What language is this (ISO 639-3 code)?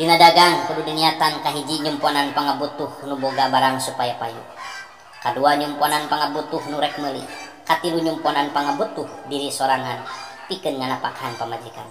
sun